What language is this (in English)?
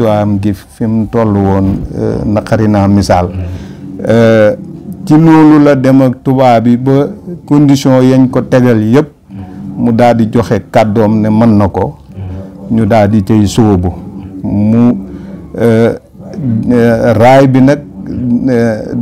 Wolof